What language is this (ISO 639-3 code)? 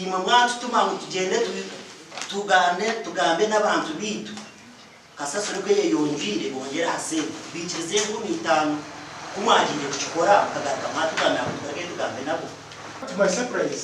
nyn